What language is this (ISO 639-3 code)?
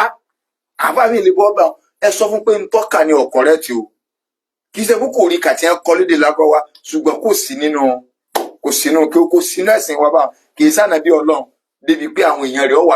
yor